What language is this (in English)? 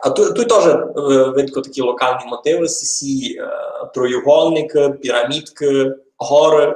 Rusyn